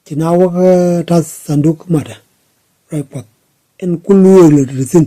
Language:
Nuer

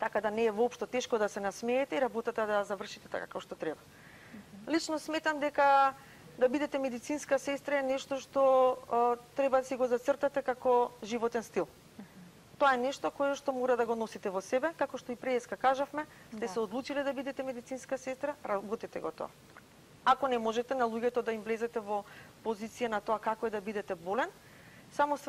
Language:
Macedonian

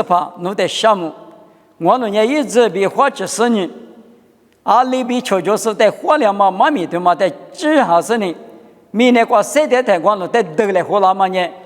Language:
Lisu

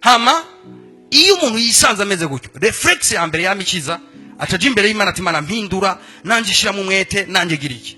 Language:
Rundi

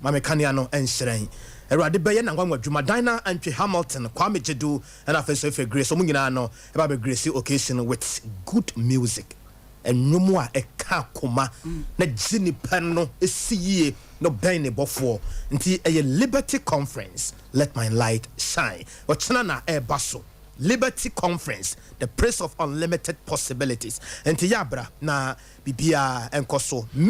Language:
Akan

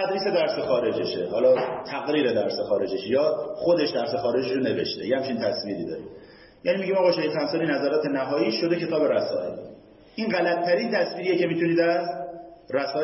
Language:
Persian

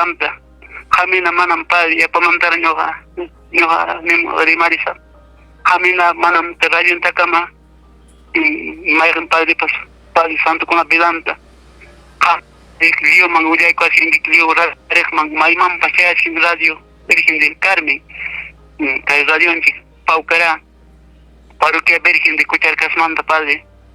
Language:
Ayacucho Quechua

